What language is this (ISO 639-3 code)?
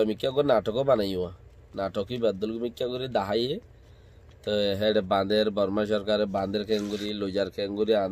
rhg